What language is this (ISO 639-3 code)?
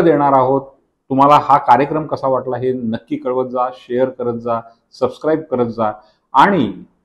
mar